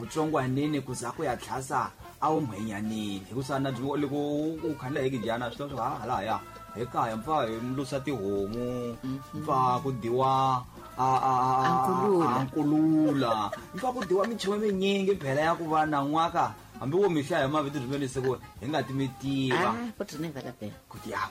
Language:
Tsonga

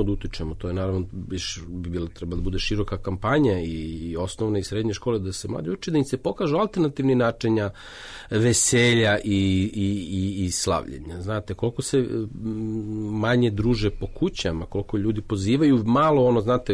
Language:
Serbian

